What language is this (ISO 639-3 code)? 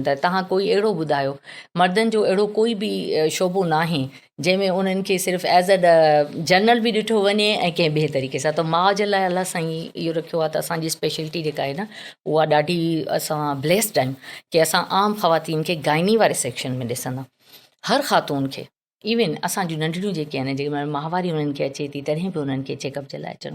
snd